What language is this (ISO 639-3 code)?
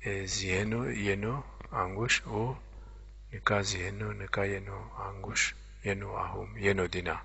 zza